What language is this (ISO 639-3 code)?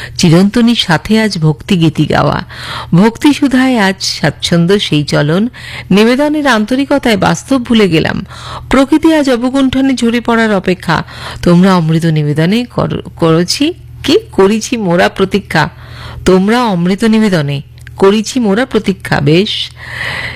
ben